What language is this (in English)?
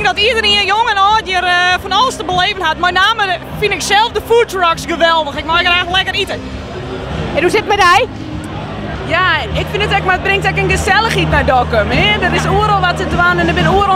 Western Frisian